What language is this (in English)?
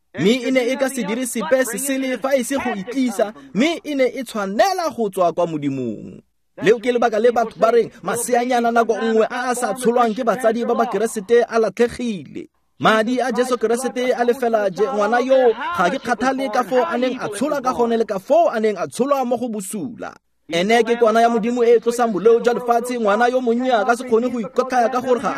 Tswana